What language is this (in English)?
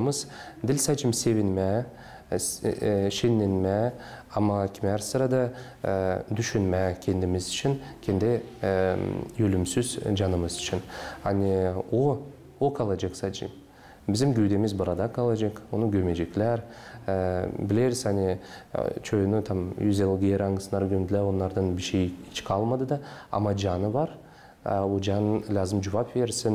Gagauz